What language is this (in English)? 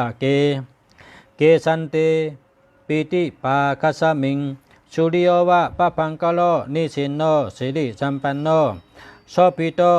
Shan